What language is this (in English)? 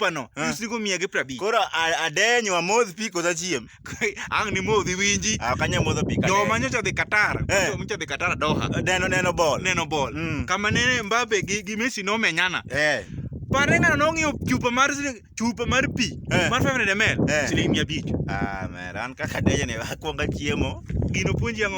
Luo (Kenya and Tanzania)